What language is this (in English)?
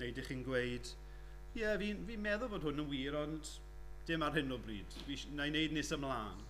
Welsh